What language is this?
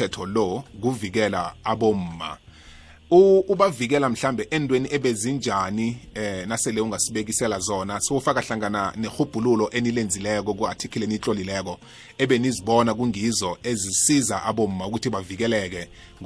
South Ndebele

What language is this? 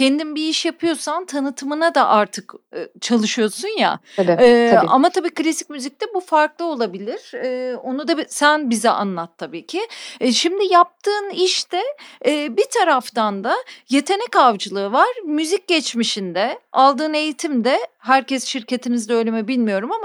Turkish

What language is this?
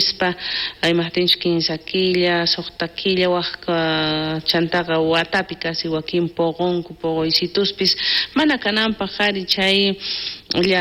South Bolivian Quechua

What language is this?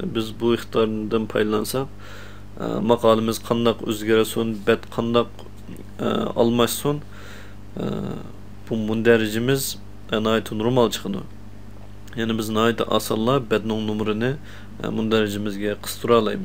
Uyghur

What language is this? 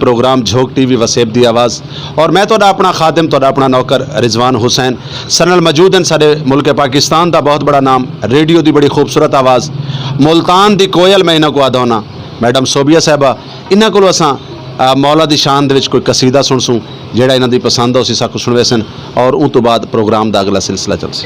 Saraiki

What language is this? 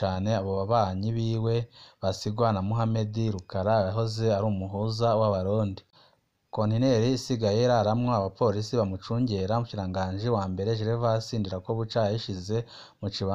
Rundi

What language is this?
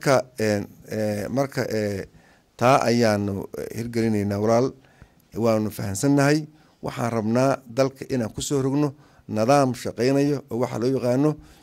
Somali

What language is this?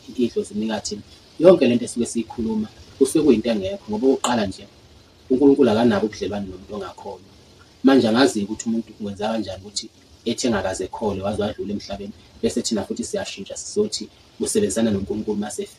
Zulu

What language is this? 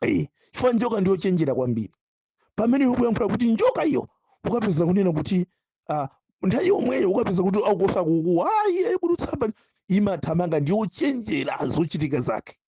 Nyanja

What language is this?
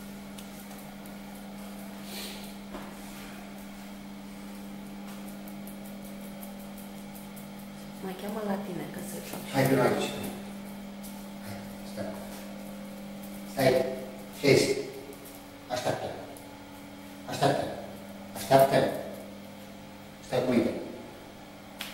Romanian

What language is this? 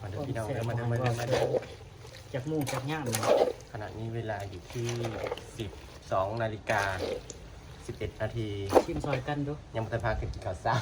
Northeastern Thai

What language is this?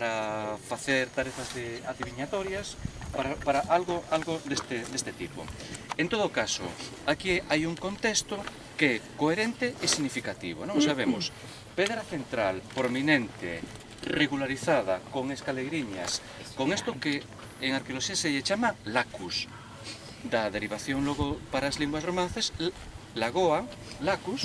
Galician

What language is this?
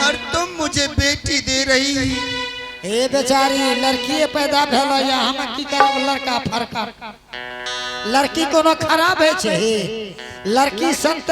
Angika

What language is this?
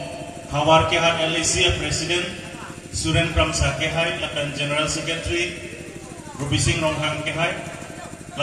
Karbi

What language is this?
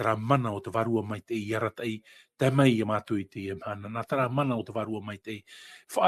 Tahitian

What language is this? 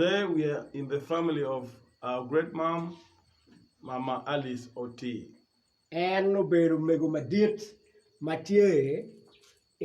Acoli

